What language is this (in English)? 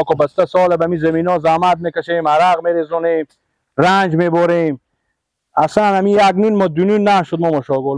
Persian